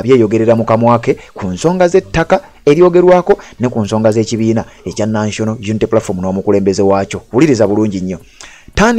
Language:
Ganda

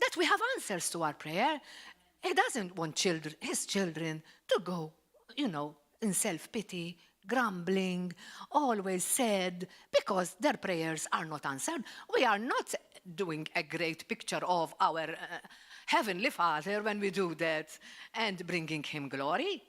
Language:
English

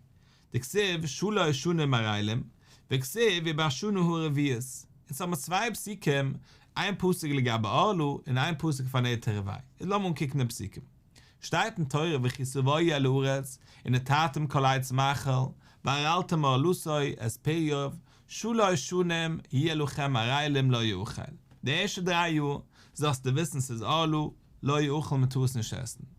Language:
Yiddish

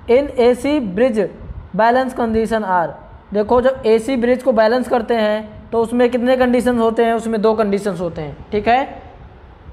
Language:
Hindi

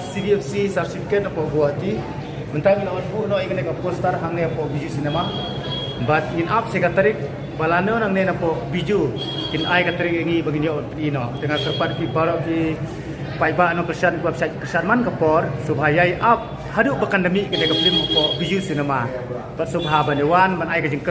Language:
Khasi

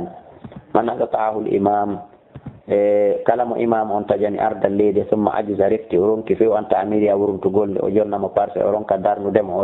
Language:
Fula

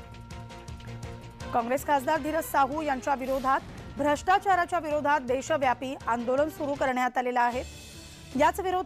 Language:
Marathi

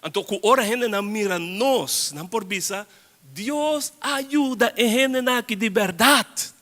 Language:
Papiamento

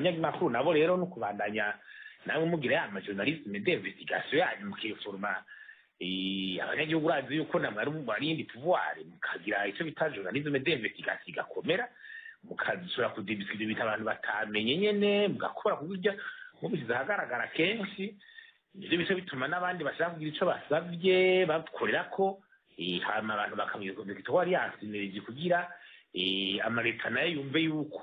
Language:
Rundi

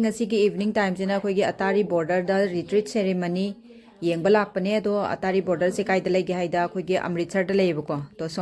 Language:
Manipuri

